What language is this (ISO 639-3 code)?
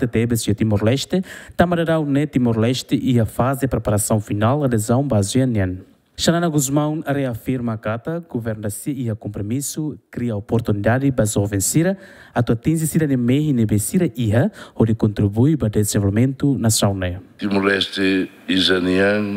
tet